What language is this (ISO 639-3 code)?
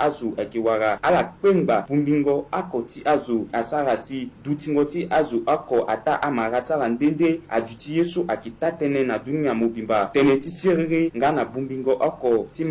sag